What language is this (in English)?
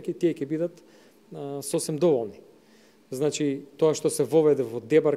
Macedonian